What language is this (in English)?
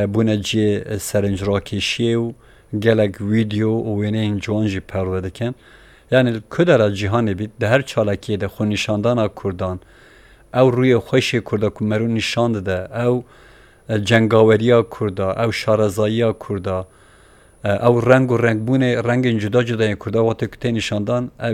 Kurdish